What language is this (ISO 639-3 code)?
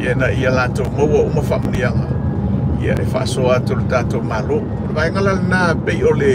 smo